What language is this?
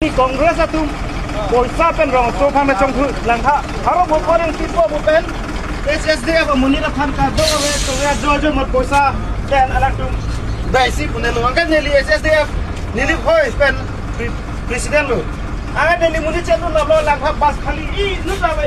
Karbi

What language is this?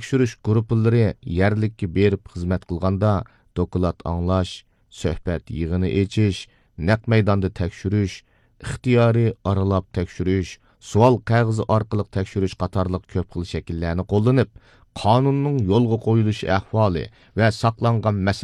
Uyghur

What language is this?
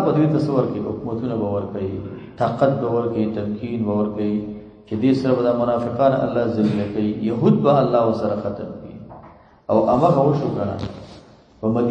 Pashto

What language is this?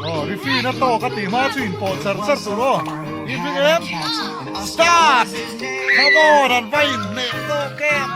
Mizo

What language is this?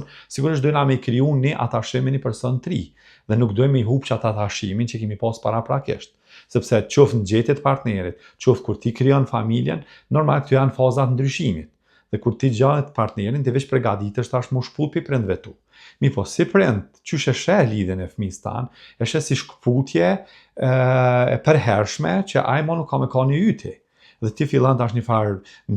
Albanian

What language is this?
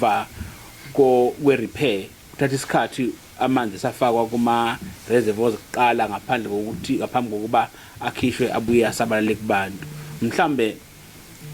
Zulu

